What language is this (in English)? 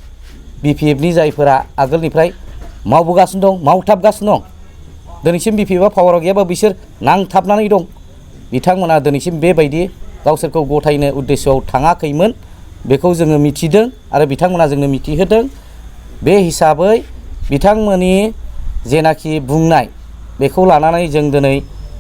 Bodo